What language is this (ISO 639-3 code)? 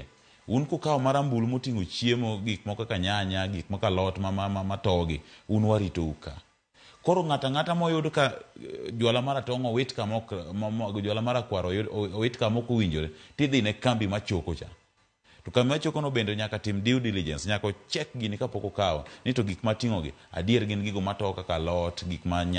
luo